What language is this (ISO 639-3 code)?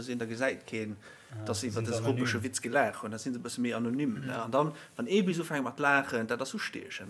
ltz